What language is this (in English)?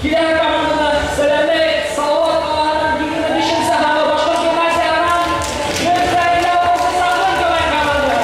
Bashkir